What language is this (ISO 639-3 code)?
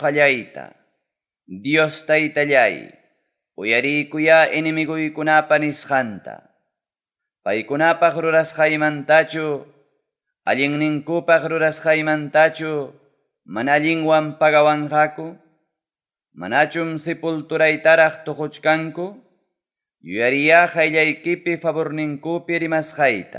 quy